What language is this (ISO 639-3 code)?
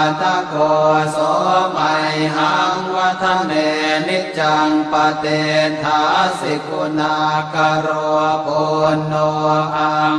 pli